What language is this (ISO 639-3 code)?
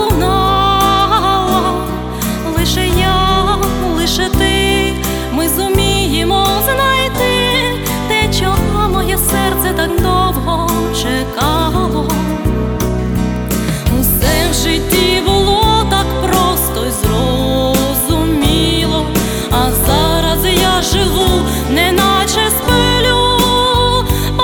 ukr